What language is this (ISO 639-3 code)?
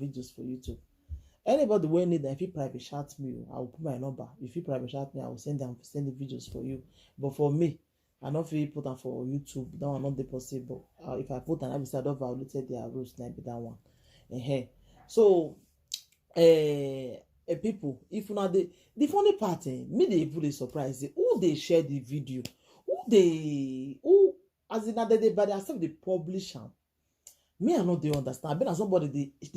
pcm